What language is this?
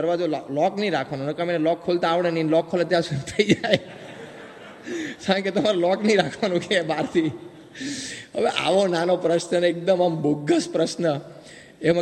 Gujarati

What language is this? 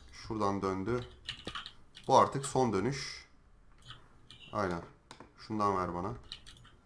Turkish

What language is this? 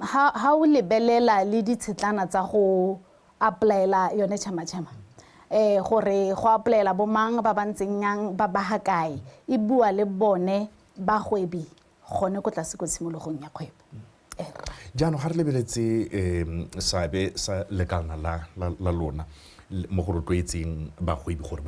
Tswana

